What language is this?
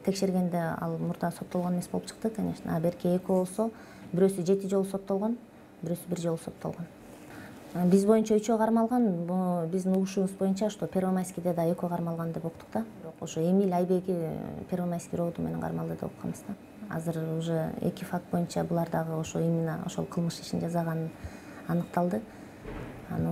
Kyrgyz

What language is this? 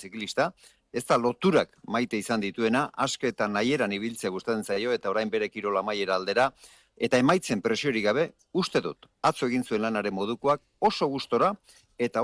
Basque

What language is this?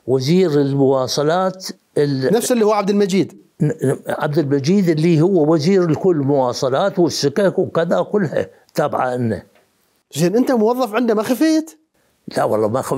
Mesopotamian Arabic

